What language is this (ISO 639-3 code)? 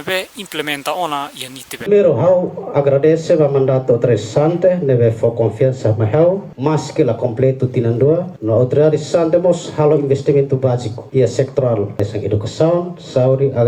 tet